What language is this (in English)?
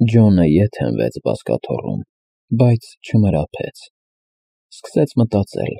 Armenian